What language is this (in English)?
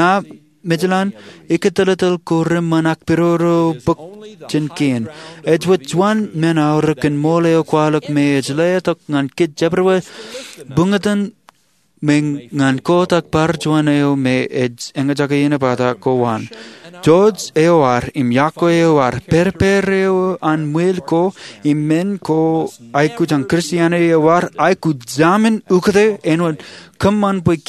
Marshallese